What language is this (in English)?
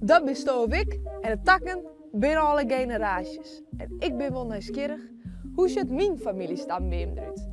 Western Frisian